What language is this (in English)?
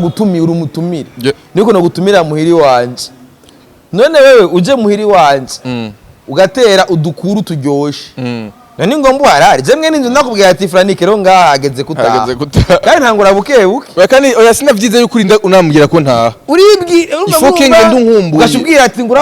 Rundi